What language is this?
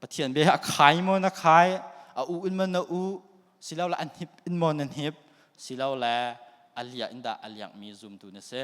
Hakha Chin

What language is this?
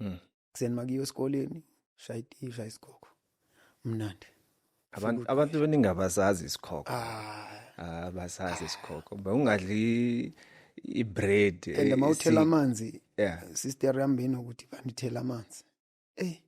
Zulu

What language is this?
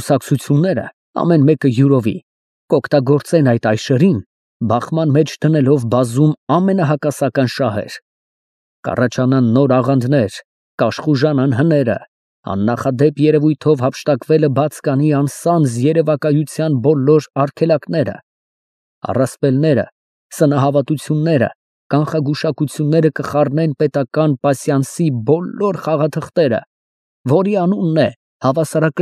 Armenian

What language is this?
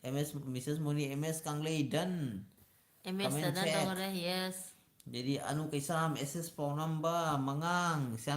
Manipuri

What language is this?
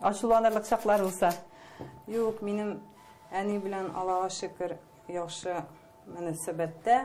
Tatar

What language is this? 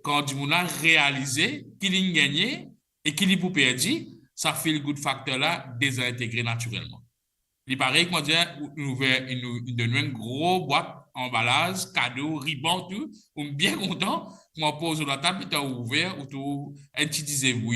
Morisyen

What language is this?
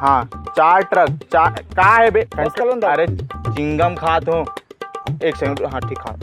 Chhattisgarhi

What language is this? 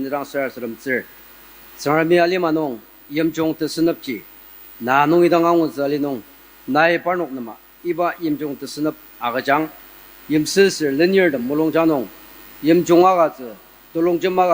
Ao Naga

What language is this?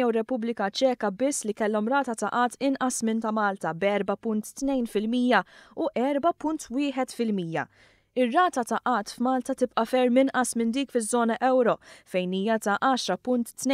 Maltese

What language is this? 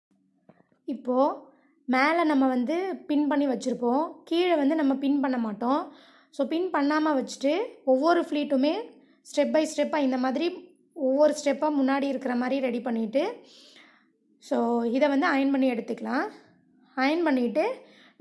Tamil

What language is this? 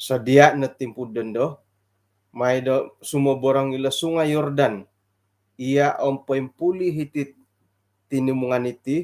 Central Dusun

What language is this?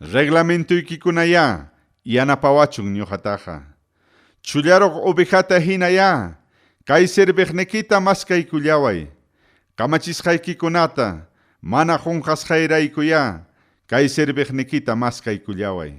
Ayacucho Quechua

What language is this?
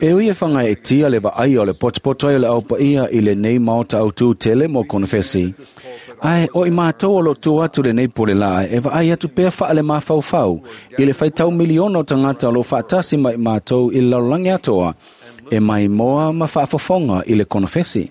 Samoan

